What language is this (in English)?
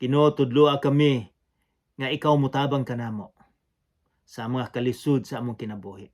Cebuano